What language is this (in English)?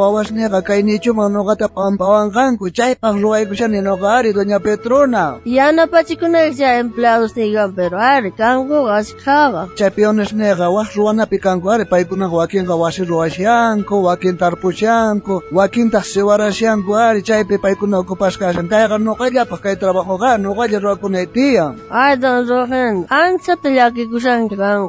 South Bolivian Quechua